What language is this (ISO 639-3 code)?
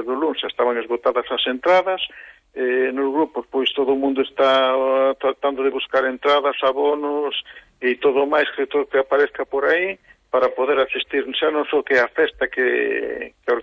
glg